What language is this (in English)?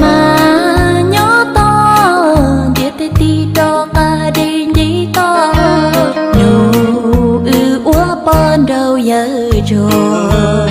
Hmong